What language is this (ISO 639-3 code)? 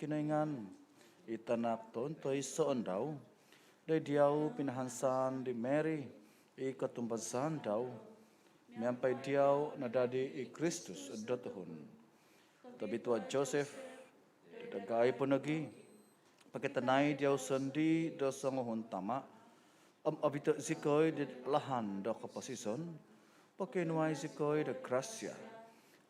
dtp